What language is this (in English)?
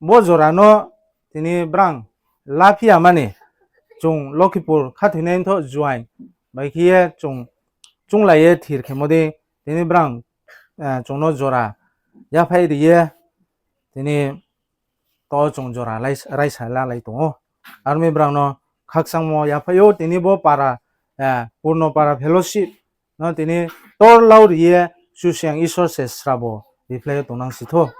Riang (India)